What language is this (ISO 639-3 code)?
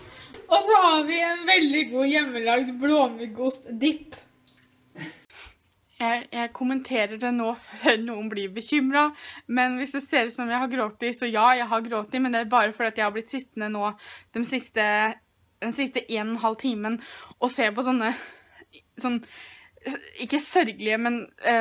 nor